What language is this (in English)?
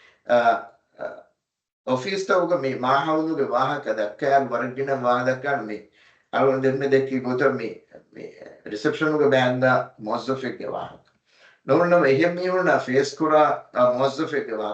Divehi